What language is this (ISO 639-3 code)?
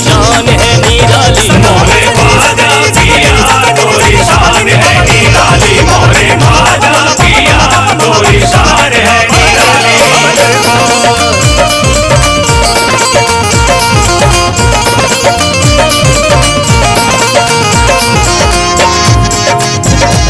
bho